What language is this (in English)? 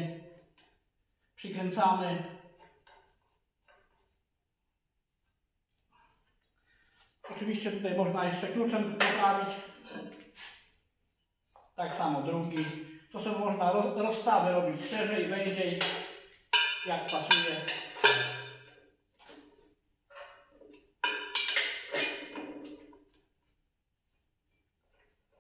Polish